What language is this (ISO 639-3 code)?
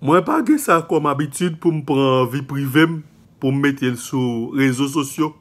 hat